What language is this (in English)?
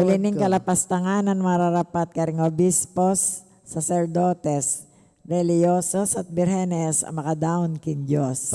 Pampanga